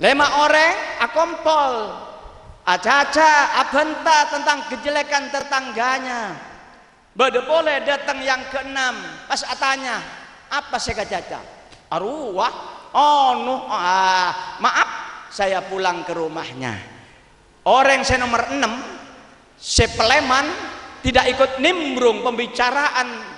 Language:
Madurese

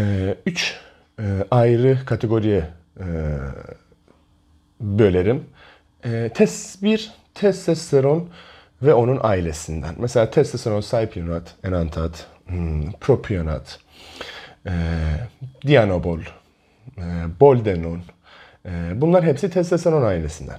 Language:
Turkish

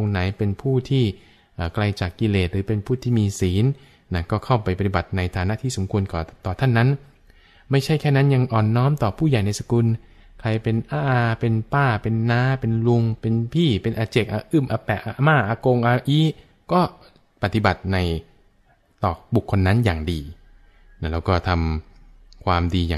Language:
Thai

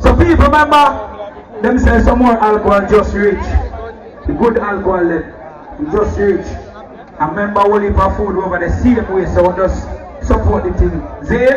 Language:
Jamaican Creole English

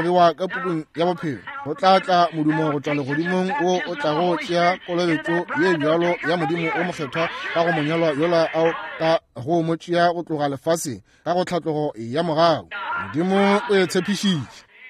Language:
Northern Sotho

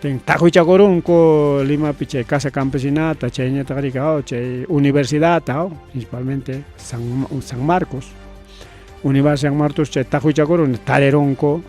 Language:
Ayacucho Quechua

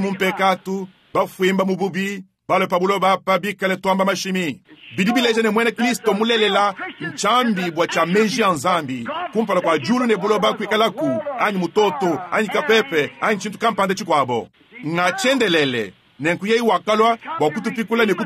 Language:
Luba-Lulua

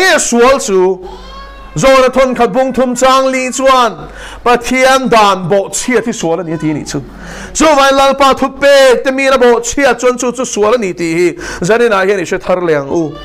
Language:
Mizo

